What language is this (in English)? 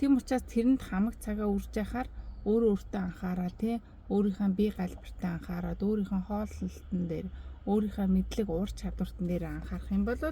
Mongolian